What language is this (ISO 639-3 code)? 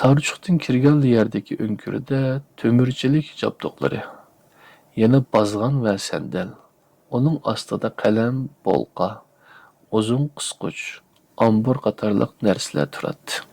uig